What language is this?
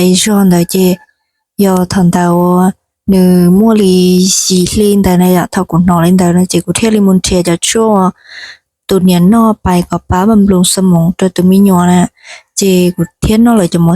Hmong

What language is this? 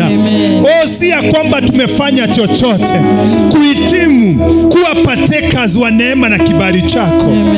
Swahili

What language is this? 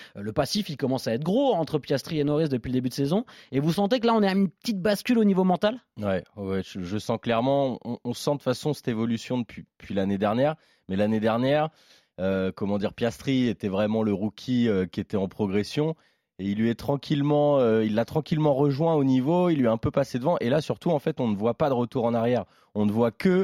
French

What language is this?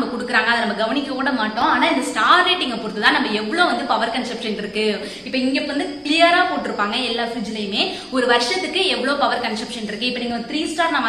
Tamil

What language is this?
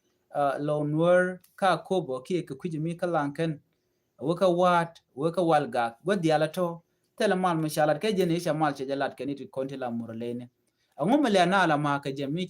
Nuer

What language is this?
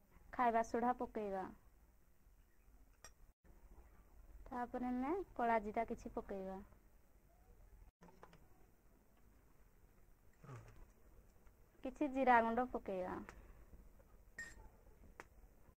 Odia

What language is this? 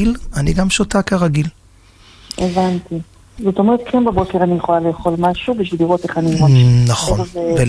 Hebrew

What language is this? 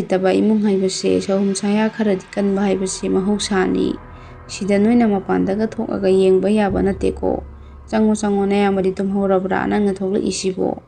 Manipuri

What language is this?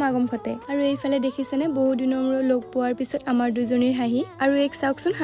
Assamese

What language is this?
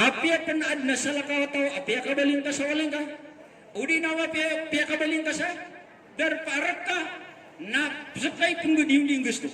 Maranao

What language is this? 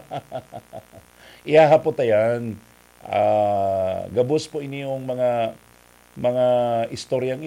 Bikol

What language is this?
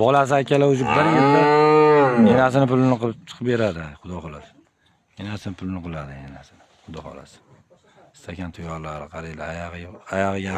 Uzbek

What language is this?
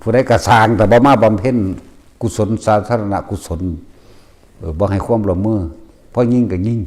Northeastern Thai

